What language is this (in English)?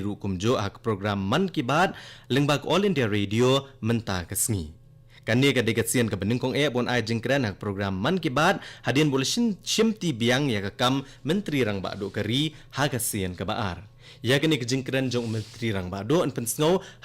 Khasi